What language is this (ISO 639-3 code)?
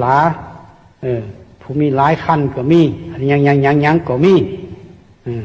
lao